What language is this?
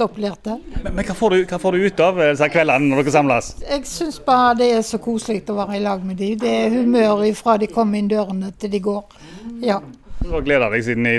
Norwegian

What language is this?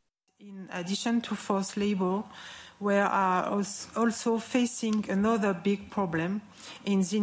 Uyghur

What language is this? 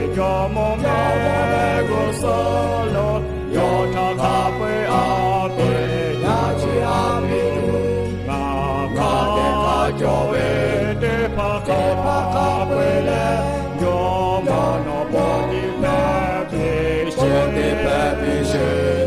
Lahu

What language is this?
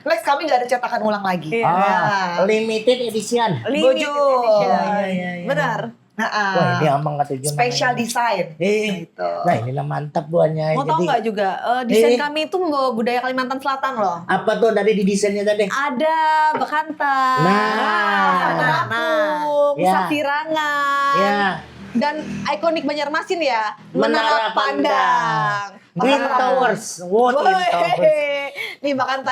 Banjar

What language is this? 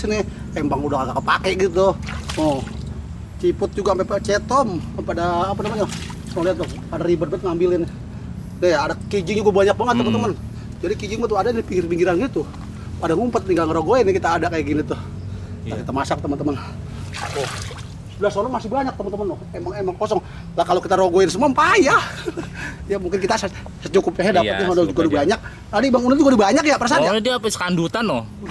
Betawi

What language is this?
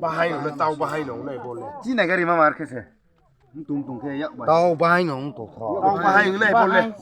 Riang (India)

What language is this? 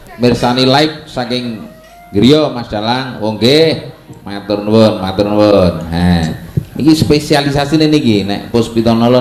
Javanese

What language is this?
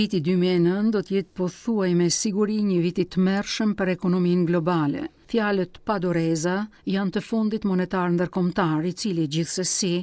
Albanian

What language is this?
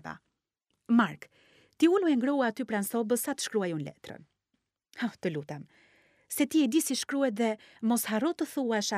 Albanian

